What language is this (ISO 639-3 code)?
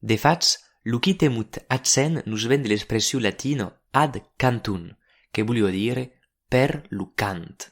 oci